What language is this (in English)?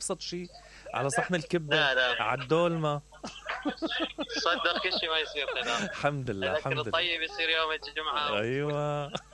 Mesopotamian Arabic